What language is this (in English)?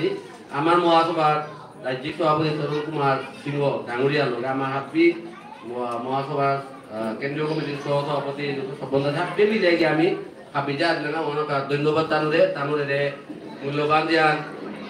Bishnupriya